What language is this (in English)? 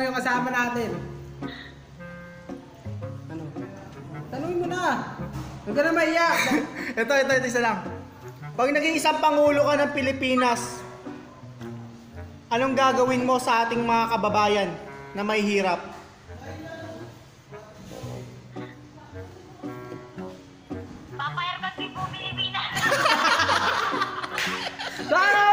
Filipino